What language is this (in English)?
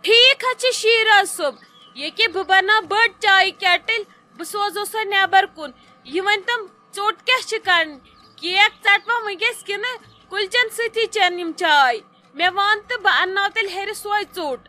Kashmiri